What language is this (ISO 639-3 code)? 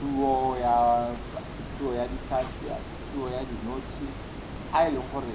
tsn